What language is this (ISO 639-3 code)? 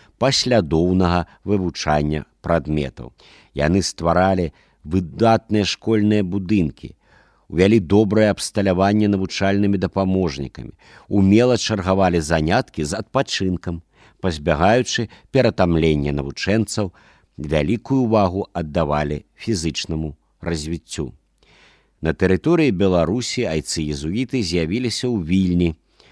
bel